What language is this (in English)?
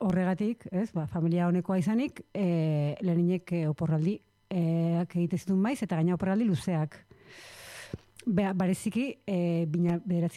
Basque